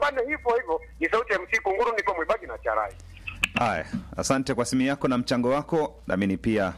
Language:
Swahili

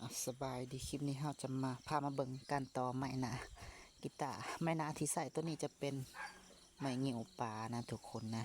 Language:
Lao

